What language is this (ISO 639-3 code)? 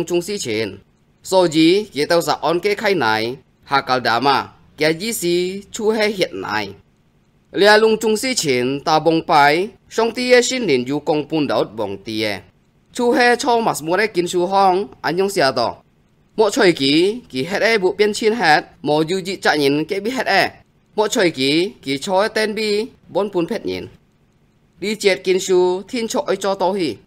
hak